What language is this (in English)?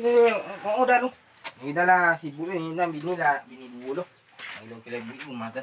Minangkabau